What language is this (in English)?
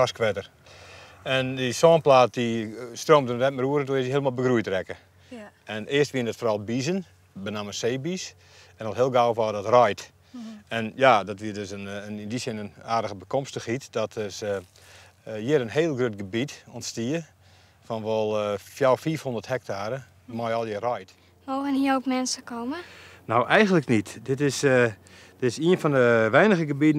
Western Frisian